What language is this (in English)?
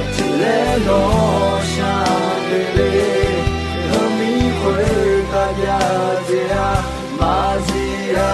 Akha